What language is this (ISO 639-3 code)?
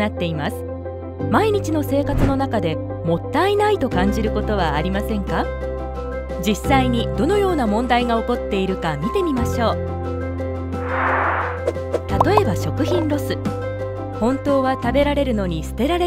jpn